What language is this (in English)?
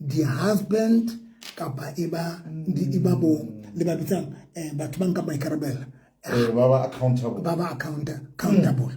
Southern Sotho